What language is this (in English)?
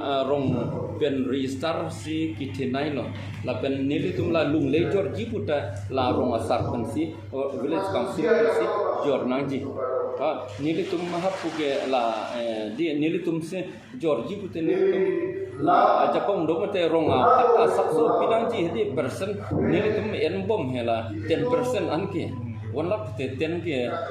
Karbi